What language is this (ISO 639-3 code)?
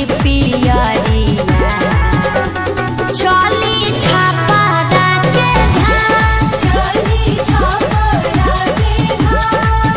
bho